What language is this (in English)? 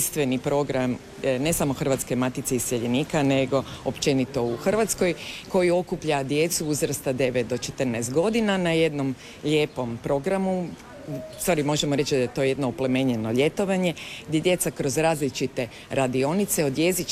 Croatian